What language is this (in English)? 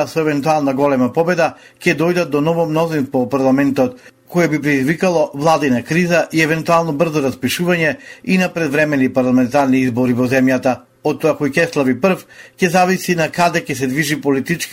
Macedonian